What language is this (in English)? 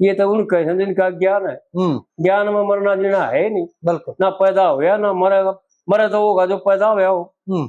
Haryanvi